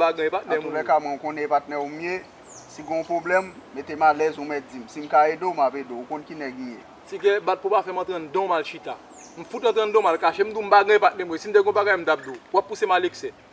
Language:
Haitian Creole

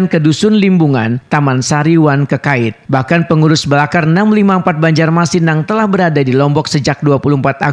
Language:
Banjar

